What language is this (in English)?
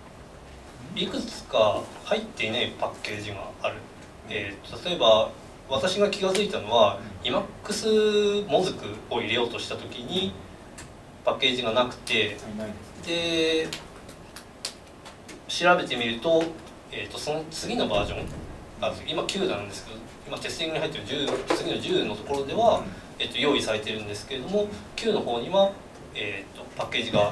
Japanese